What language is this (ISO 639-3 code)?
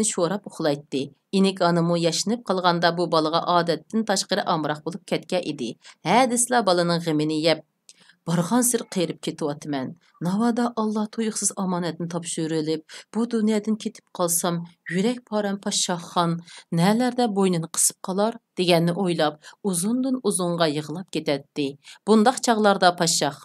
uig